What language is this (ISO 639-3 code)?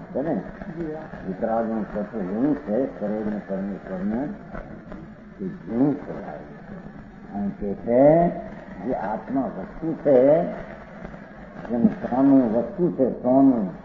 guj